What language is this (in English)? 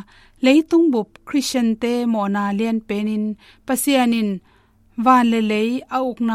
Tedim Chin